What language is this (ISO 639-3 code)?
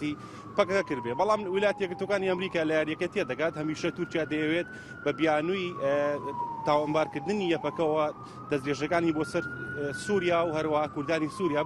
ckb